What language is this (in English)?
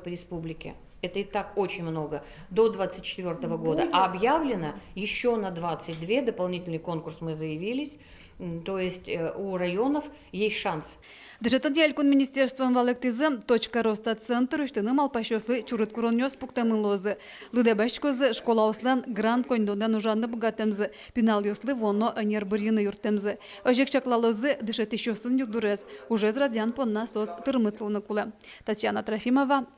Udmurt